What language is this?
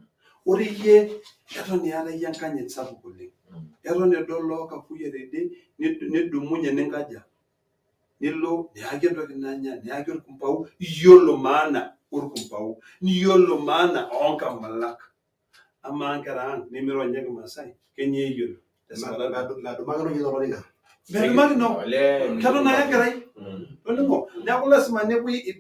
Masai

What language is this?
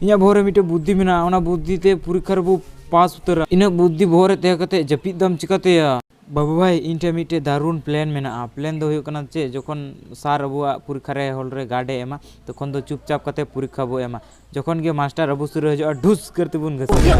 Santali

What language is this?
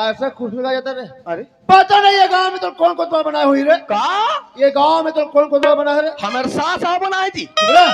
Chhattisgarhi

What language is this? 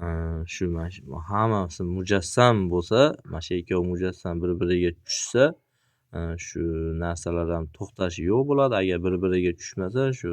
Uzbek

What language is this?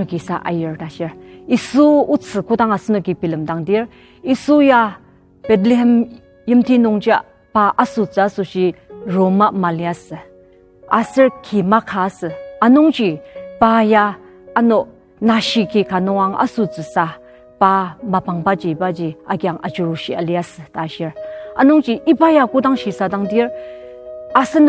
Ao Naga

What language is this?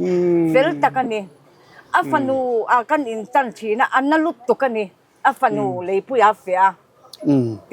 Mizo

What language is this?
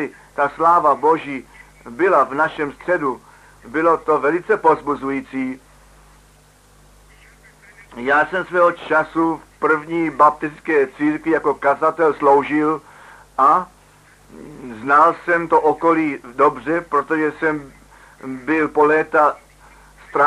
Czech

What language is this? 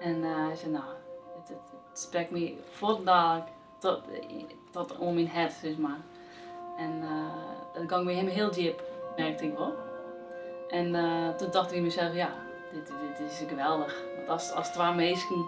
Western Frisian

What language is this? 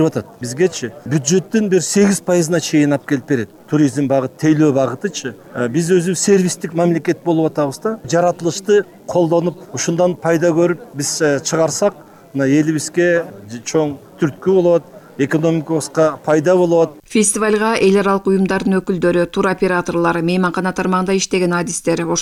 Kyrgyz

